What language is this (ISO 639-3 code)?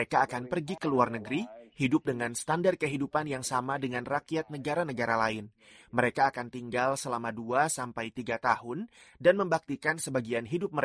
ind